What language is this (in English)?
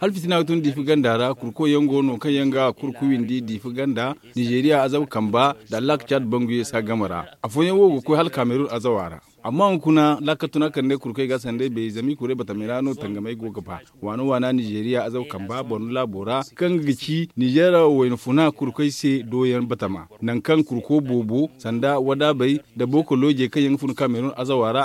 Zarma